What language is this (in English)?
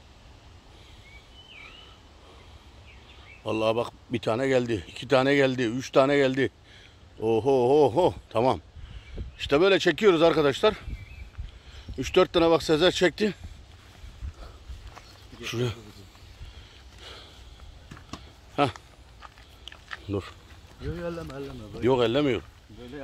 Turkish